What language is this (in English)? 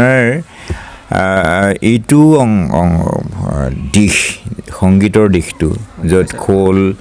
Assamese